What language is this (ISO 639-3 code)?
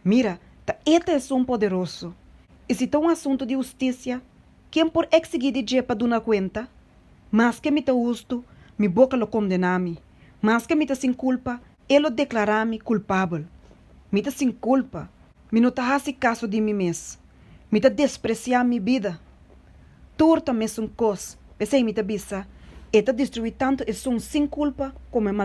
pap